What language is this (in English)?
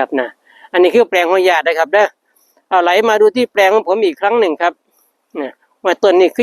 Northeastern Thai